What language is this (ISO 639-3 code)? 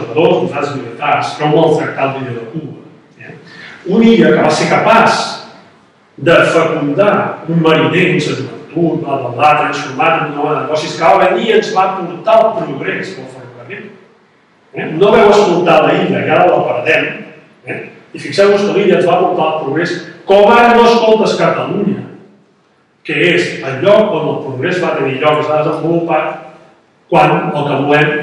cat